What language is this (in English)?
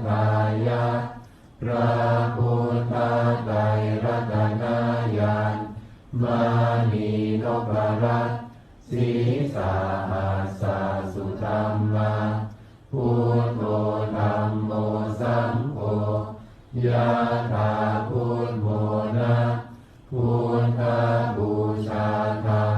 Pali